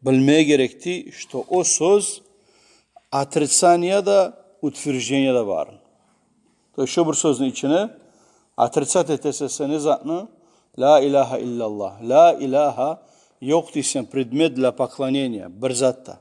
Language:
Kumyk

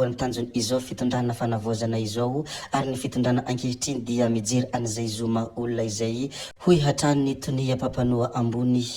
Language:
Malagasy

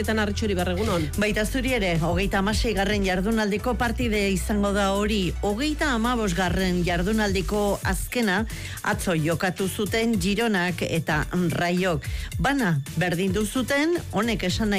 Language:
Basque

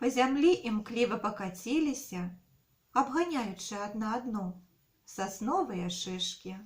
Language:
Belarusian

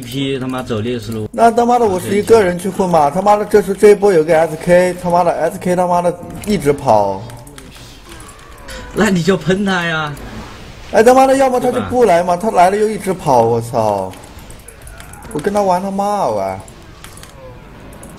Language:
Chinese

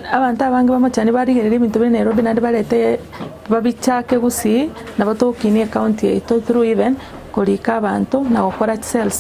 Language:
Gusii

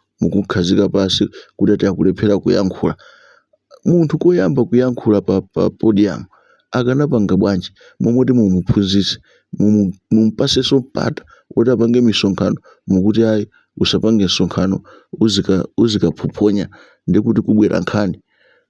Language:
Nyanja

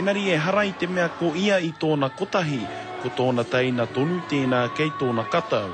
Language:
Māori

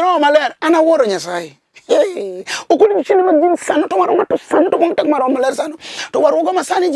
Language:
Luo (Kenya and Tanzania)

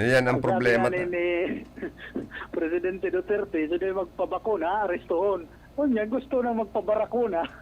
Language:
Bikol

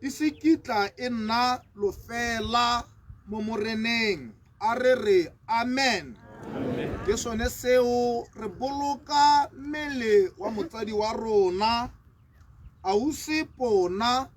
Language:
Tswana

